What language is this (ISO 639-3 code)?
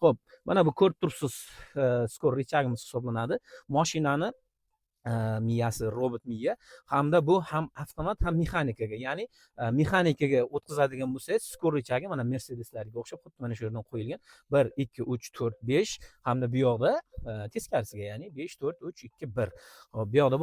uzb